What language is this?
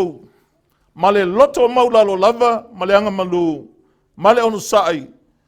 Samoan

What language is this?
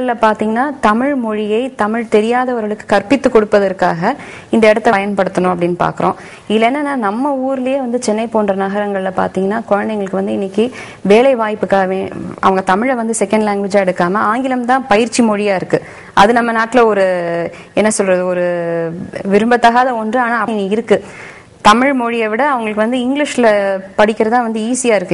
Tamil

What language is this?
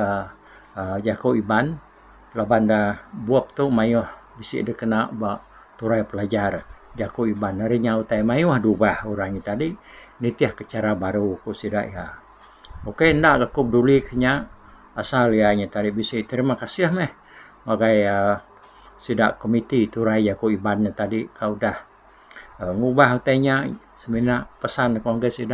Iban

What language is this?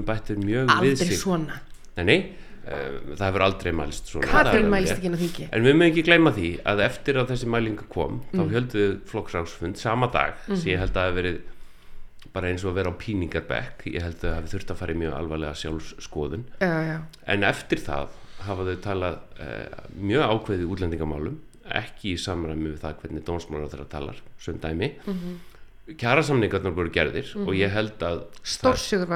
Icelandic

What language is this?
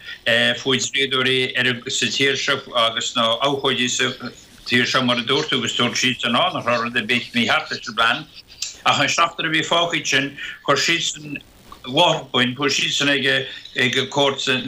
Irish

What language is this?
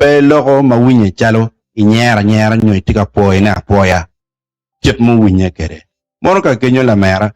Acoli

